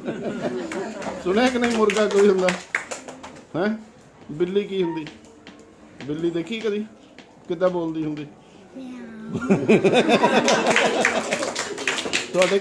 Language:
Punjabi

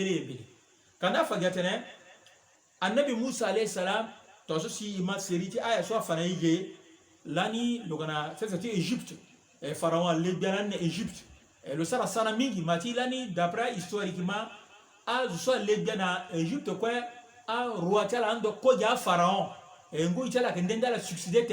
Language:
Sango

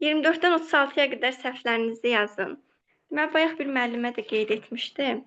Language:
Azerbaijani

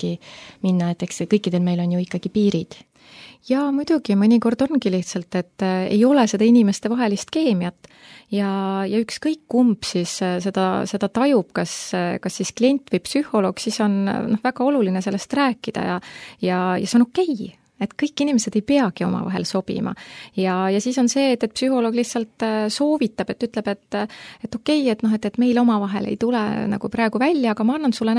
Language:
Estonian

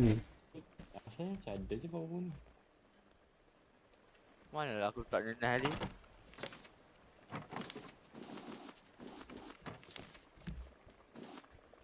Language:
Malay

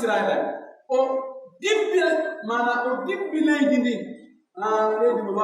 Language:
Pular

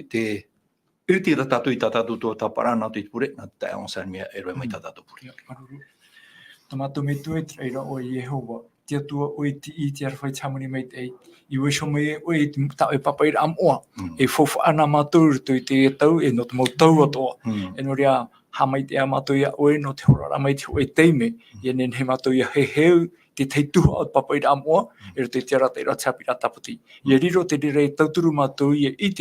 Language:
Tahitian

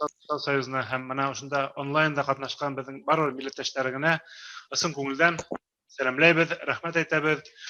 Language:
Bashkir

